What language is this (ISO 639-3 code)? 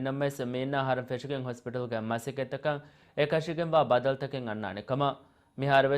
div